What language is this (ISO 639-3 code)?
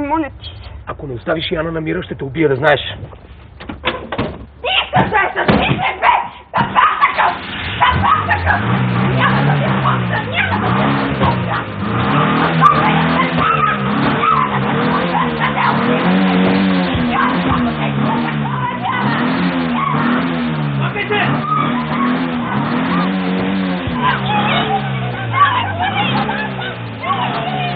bul